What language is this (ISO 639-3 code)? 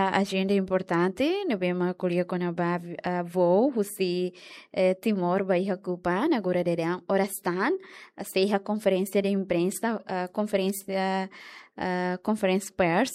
tet